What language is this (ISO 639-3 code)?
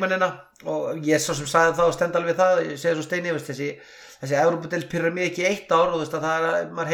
isl